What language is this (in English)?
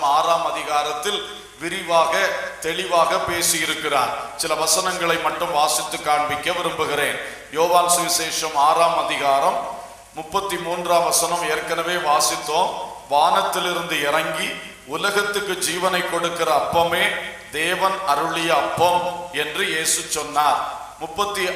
Tamil